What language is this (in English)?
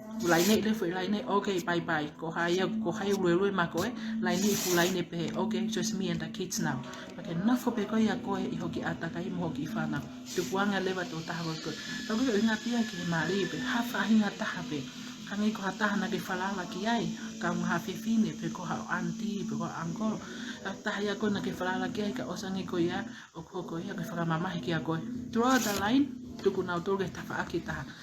Tongan